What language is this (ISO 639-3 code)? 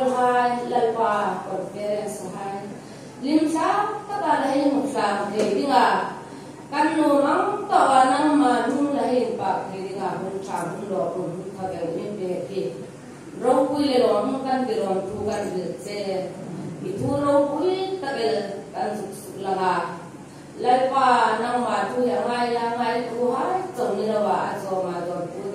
hmr